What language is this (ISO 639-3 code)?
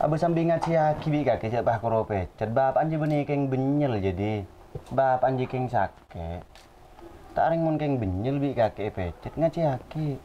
mad